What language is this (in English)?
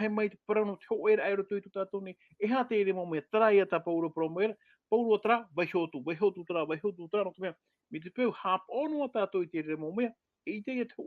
Tahitian